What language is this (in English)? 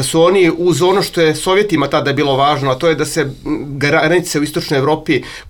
Serbian